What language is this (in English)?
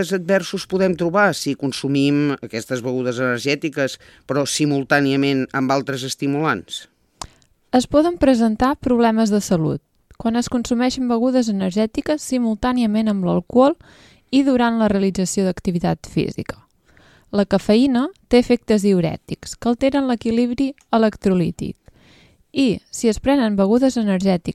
Catalan